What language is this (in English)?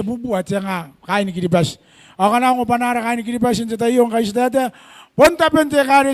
Gilbertese